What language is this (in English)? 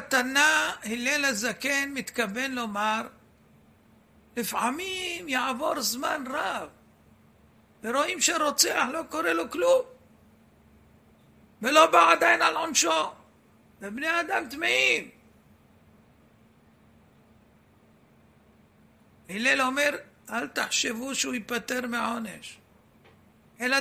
Hebrew